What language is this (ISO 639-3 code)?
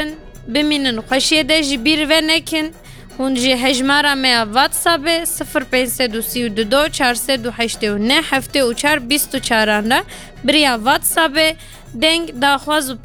kur